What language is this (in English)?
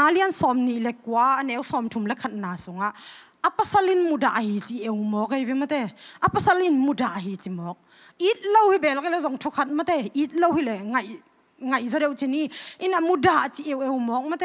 Tedim Chin